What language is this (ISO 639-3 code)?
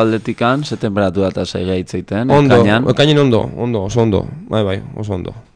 eus